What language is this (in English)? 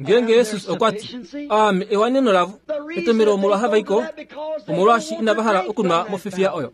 Kuanyama